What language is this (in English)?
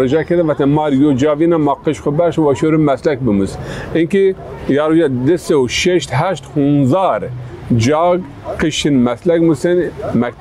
Zaza